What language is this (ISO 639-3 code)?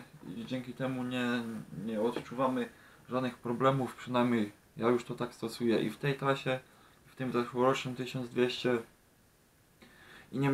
pol